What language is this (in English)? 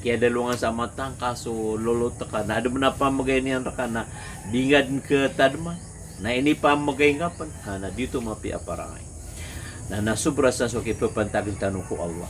Maranao